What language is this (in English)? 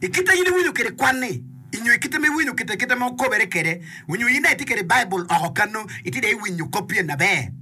Acoli